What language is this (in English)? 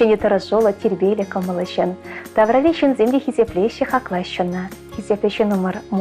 Chuvash